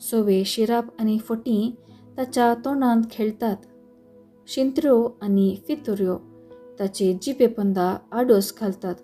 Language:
Konkani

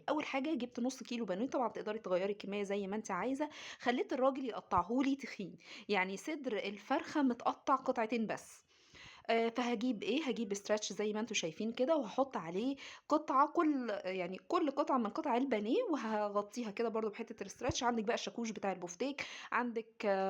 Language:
Egyptian Arabic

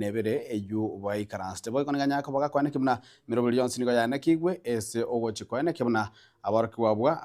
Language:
Gusii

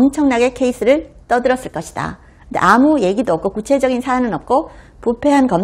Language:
Korean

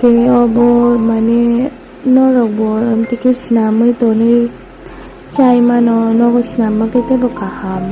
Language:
Kok Borok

